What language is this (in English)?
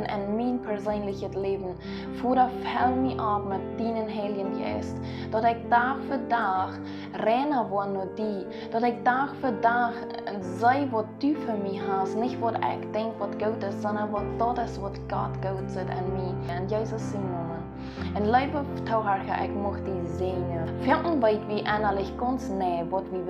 Plautdietsch